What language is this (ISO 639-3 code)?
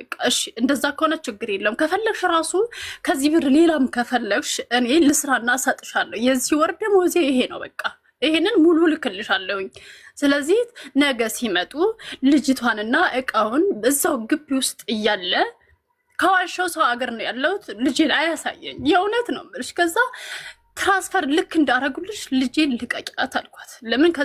amh